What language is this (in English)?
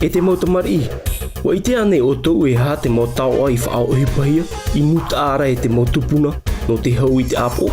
Tahitian